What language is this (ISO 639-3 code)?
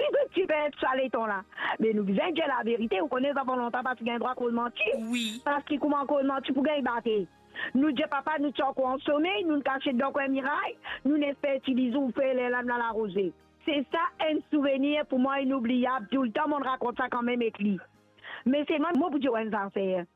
mfe